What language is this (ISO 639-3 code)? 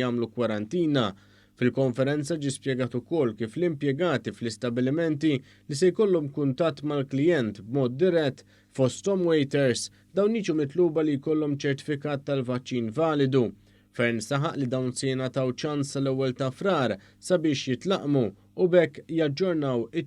mlt